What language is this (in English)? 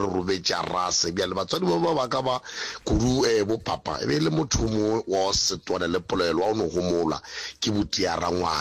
Northern Sotho